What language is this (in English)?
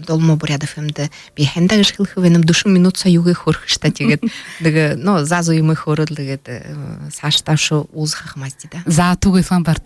Buriat